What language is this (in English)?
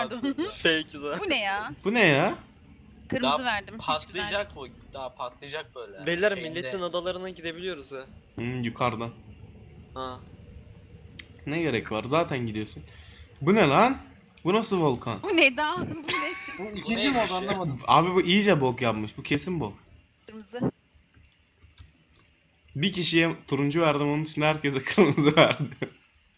Turkish